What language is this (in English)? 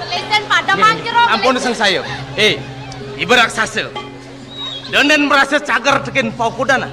Balinese